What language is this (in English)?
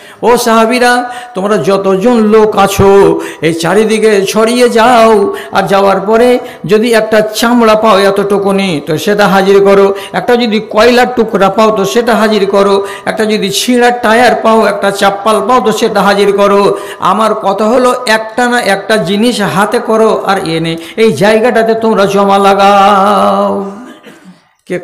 Bangla